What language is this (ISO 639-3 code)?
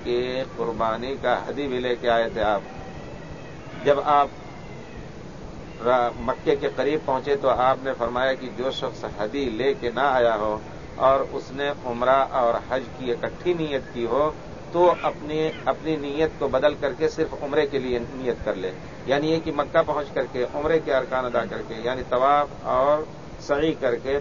urd